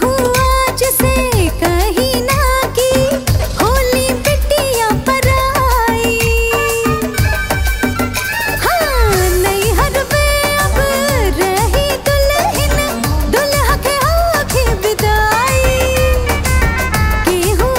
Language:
Bhojpuri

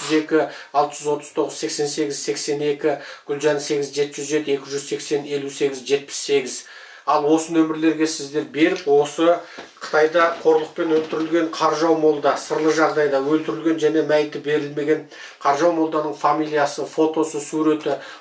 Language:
Kazakh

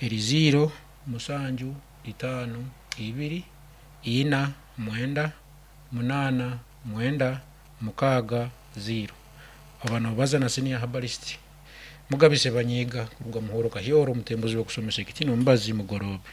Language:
Nyankole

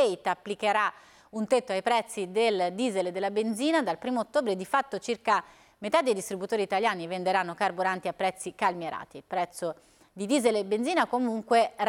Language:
Italian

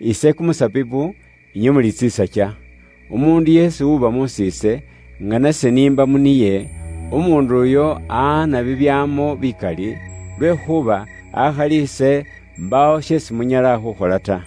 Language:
Luyia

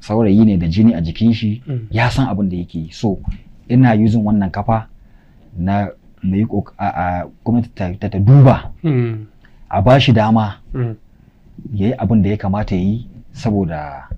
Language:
Hausa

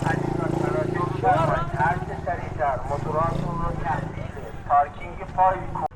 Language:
Turkmen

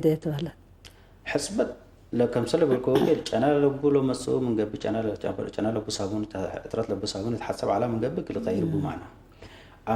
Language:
Tigre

